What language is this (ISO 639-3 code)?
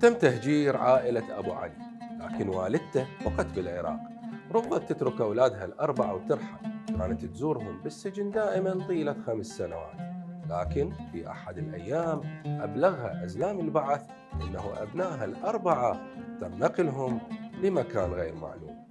acm